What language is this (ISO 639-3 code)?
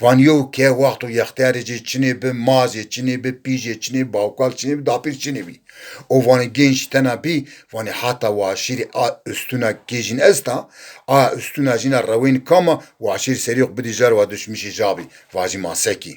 zza